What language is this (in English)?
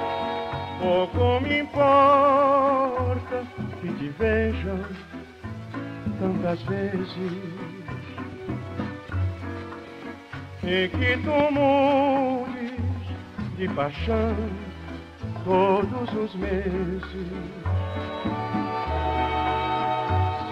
Portuguese